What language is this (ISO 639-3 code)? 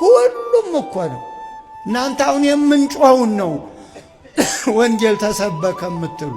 amh